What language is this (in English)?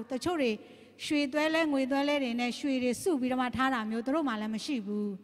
Burmese